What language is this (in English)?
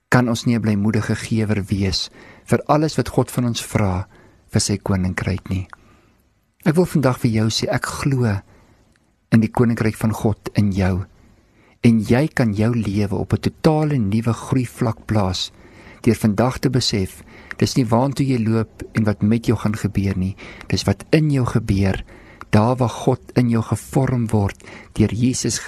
Afrikaans